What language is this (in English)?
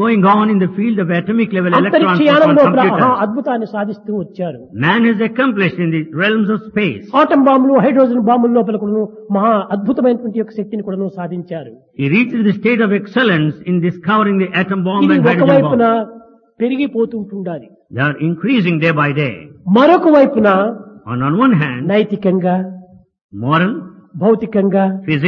Telugu